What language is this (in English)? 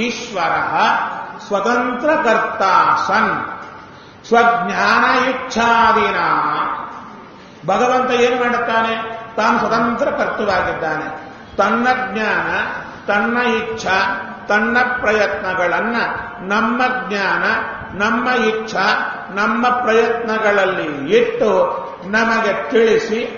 Kannada